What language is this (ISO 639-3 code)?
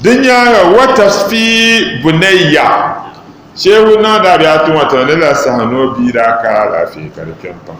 dag